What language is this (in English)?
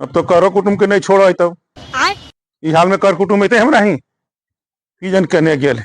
Magahi